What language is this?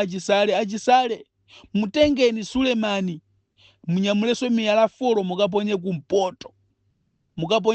Nyanja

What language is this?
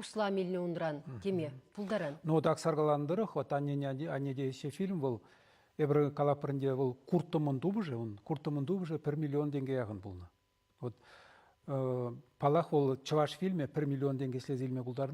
Chuvash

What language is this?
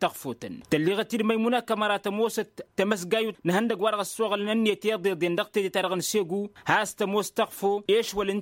Tamasheq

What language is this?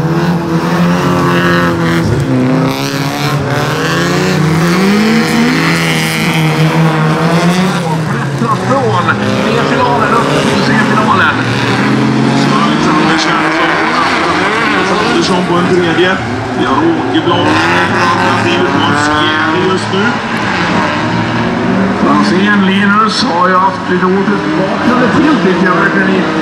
Swedish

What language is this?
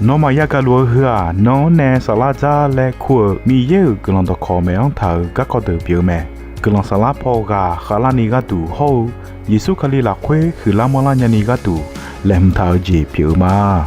Akha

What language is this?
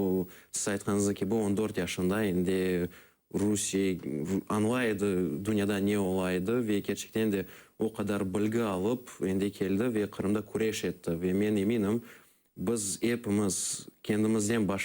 Crimean Tatar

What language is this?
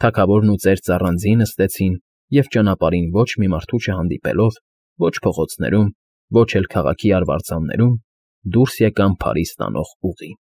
Armenian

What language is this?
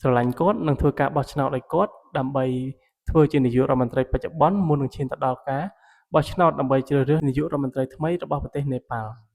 Khmer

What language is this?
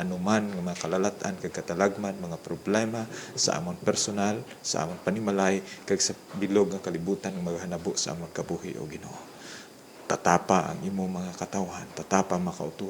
Hiligaynon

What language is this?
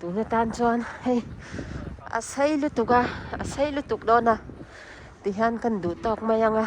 Mizo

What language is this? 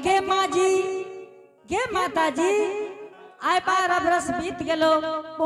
Angika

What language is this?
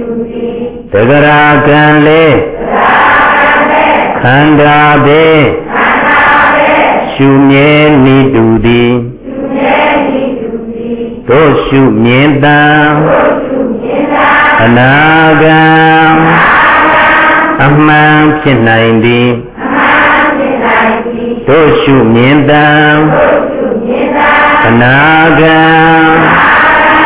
Burmese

